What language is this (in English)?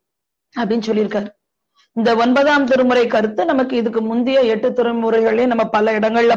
Tamil